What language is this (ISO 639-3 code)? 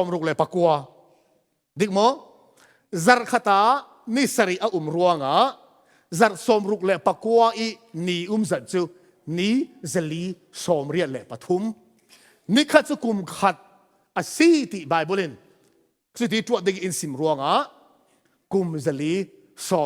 cfm